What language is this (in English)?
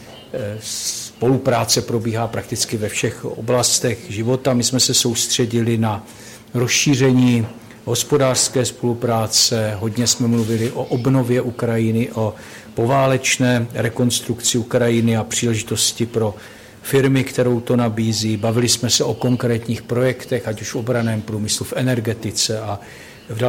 Czech